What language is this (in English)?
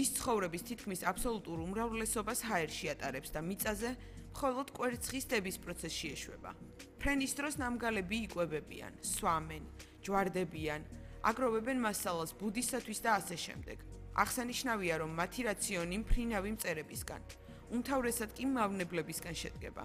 Georgian